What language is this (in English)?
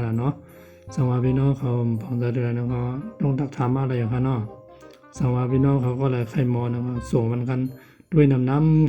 Shan